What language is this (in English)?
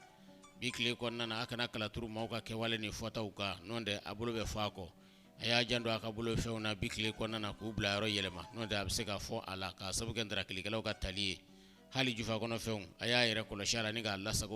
Bambara